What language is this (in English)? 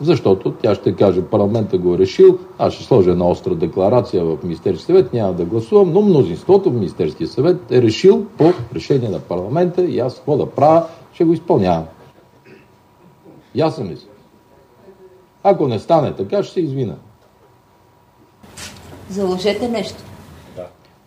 Bulgarian